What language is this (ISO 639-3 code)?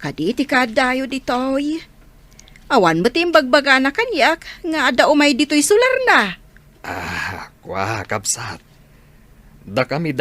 ilo